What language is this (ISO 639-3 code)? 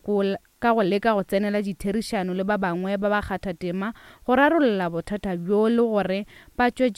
nso